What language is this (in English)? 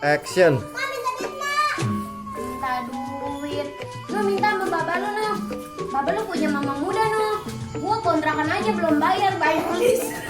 Betawi